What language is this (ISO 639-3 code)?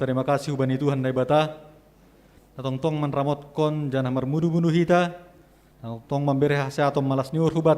bts